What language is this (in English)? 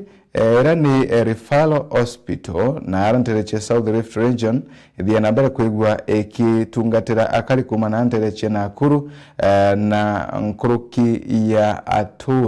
Meru